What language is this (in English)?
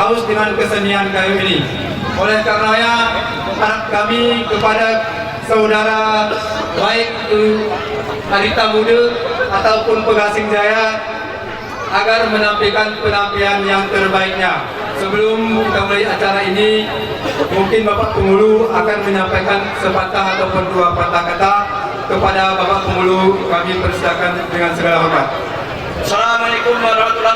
Gayo